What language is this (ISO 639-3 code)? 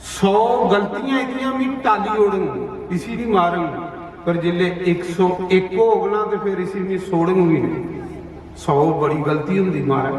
doi